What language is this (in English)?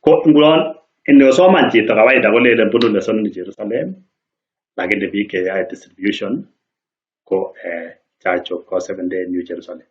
Kalenjin